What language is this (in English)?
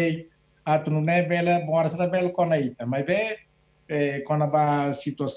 Tetum